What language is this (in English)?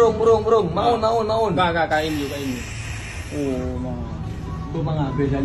Achinese